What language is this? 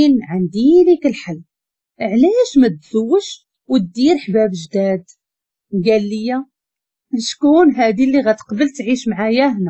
Moroccan Arabic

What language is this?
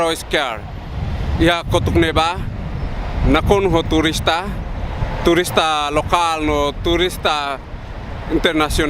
Tetum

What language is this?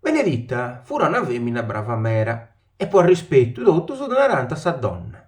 Sardinian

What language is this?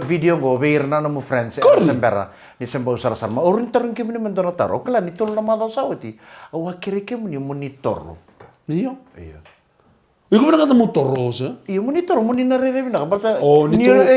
Fijian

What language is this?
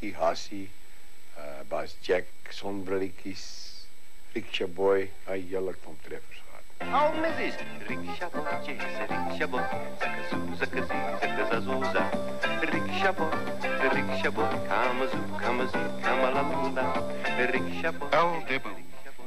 Afrikaans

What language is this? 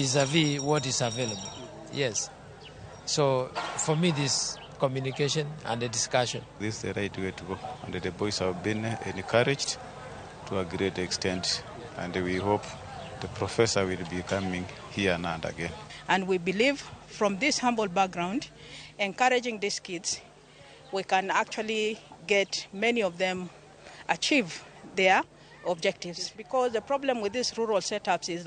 Luo (Kenya and Tanzania)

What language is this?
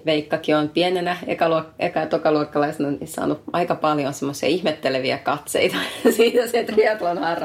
Finnish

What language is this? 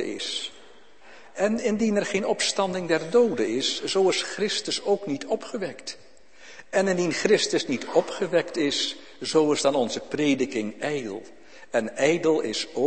Dutch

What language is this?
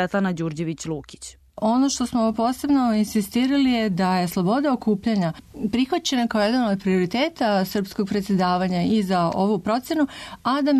Croatian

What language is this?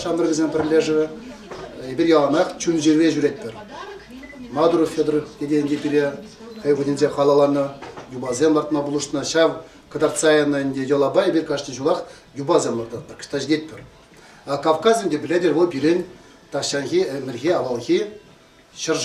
Chuvash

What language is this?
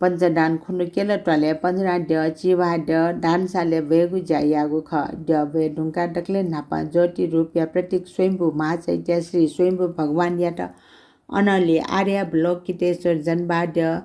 Newari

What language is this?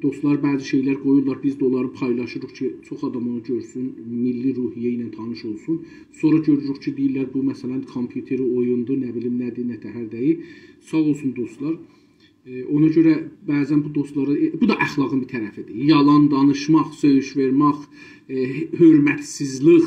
South Azerbaijani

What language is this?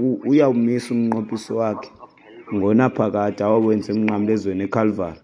Xhosa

